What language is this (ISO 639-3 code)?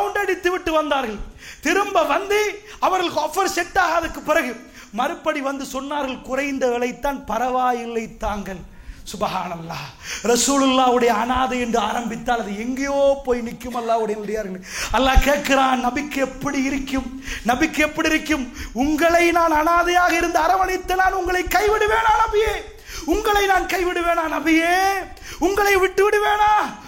tam